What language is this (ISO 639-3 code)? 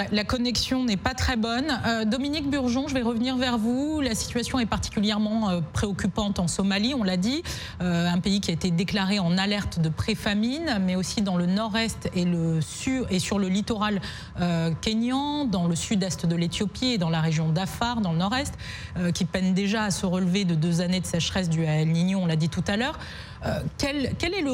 fra